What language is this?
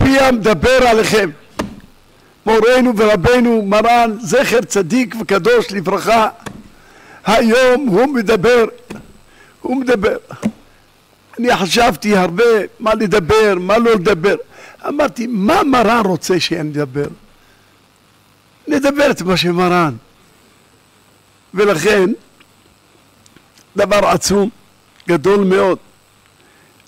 Hebrew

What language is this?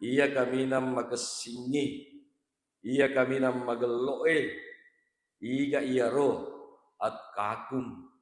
Buginese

